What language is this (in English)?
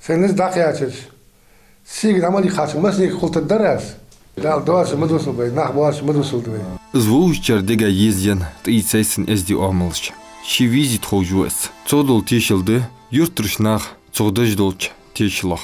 Ingush